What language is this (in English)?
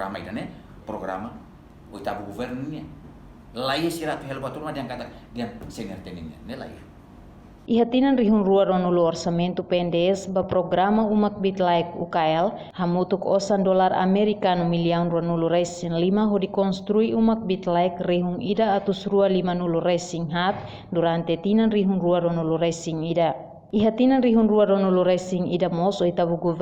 Tetum